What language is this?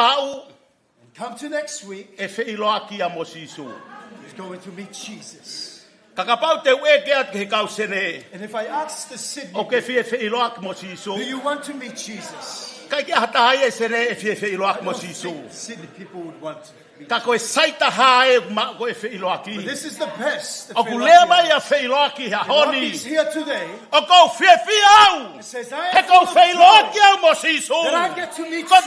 Tongan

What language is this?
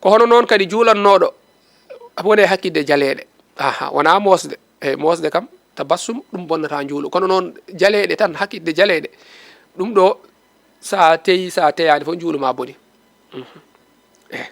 Fula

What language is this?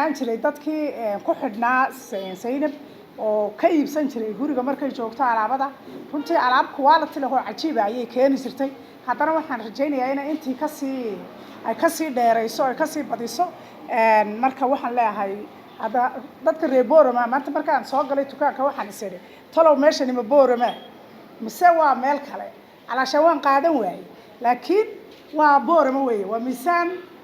Somali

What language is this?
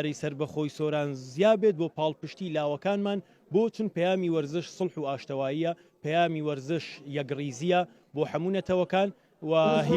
Central Kurdish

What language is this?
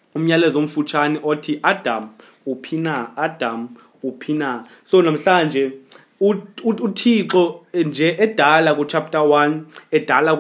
Xhosa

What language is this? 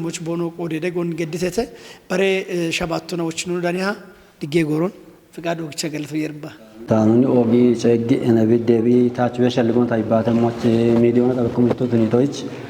Kafa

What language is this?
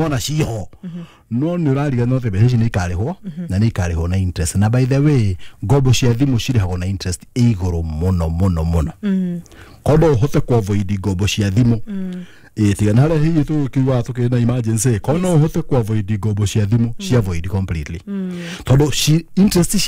Kikuyu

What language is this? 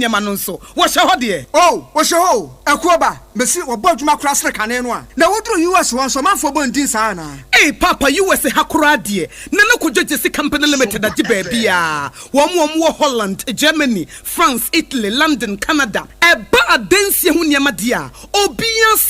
Akan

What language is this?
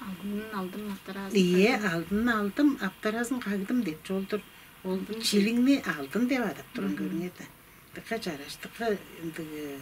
Tuvinian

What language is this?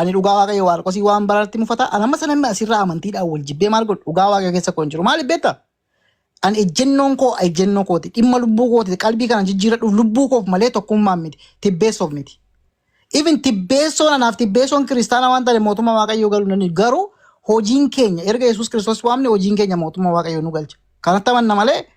Oromo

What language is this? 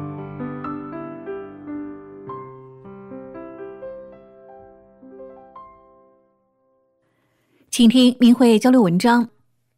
Chinese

